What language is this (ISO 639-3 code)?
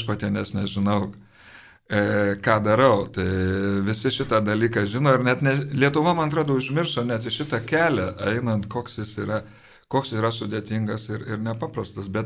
lit